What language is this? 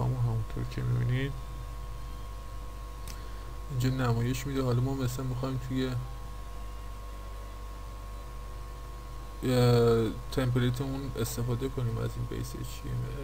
Persian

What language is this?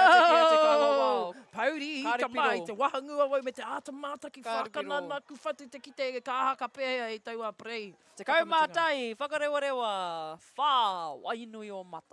Māori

